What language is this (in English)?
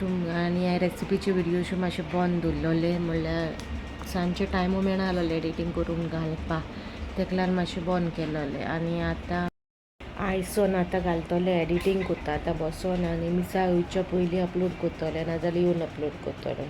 Konkani